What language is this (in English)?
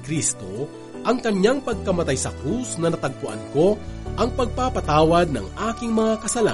Filipino